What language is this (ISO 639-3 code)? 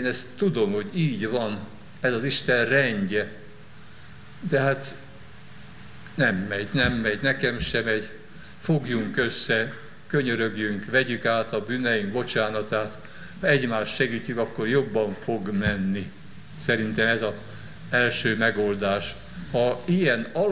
hun